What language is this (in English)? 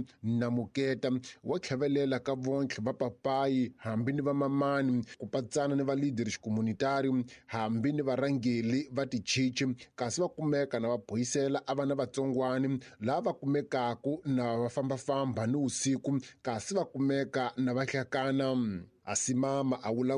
Tsonga